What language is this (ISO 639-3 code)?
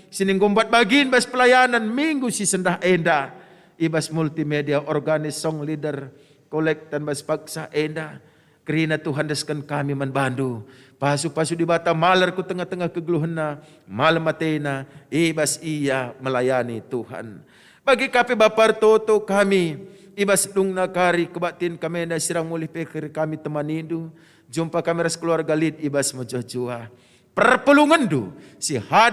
btx